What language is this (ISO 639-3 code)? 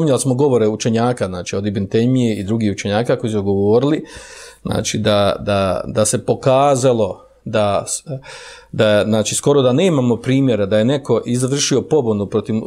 bos